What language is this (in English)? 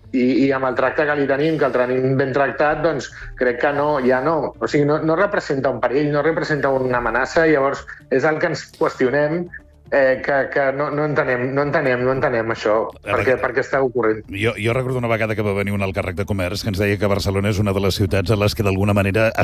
Catalan